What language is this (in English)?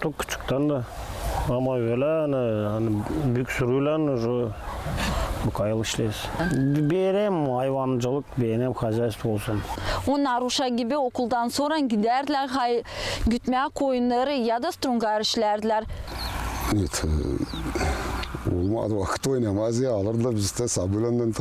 Gagauz